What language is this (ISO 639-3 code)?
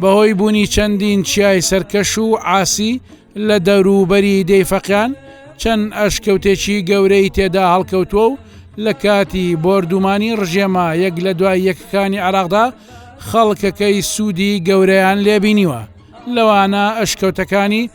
ckb